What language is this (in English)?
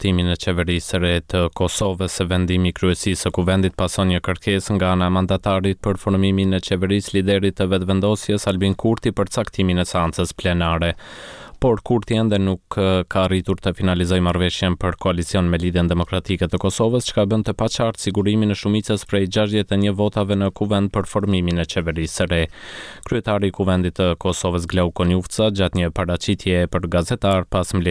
Albanian